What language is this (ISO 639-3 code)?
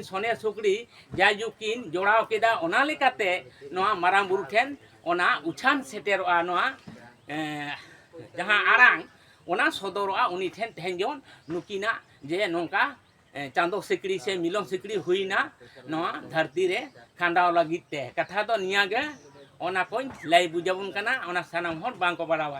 sat